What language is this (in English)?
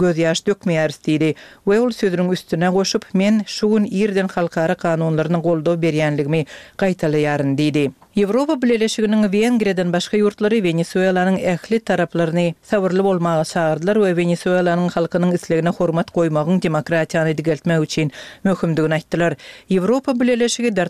Turkmen